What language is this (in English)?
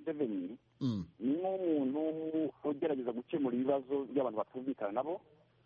Kinyarwanda